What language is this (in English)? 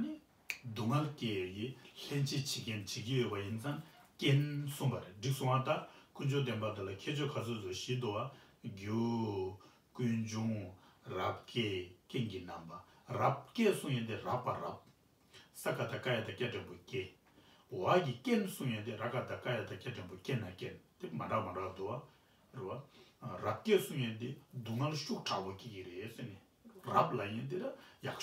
Tibetan